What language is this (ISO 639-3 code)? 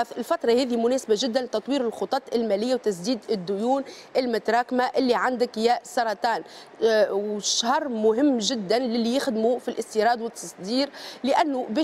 aeb